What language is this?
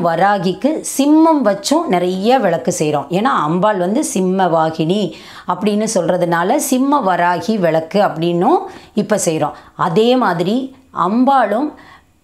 Tamil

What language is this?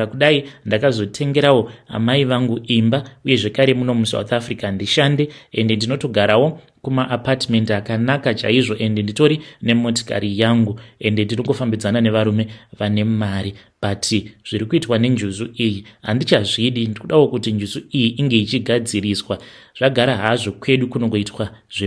Shona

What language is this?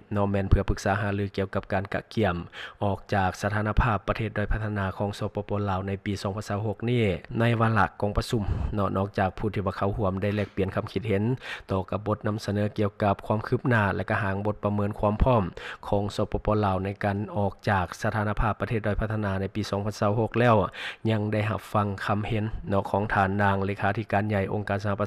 Lao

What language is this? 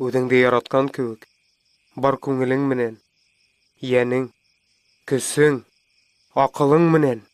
Bashkir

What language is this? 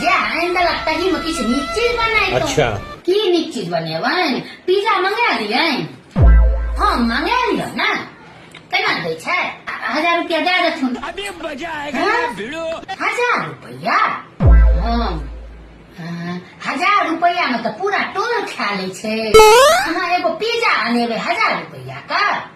Maithili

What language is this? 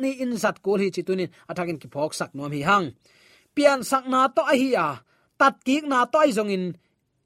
Tedim Chin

